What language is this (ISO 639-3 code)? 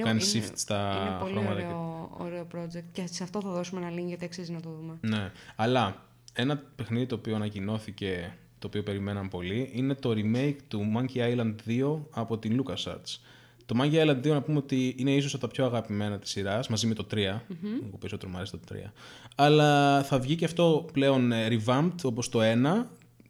ell